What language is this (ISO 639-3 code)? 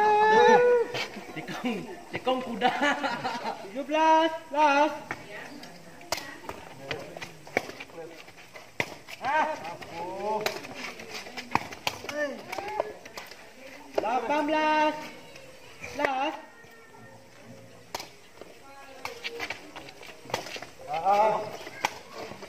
msa